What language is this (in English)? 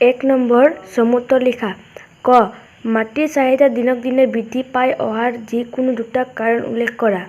Assamese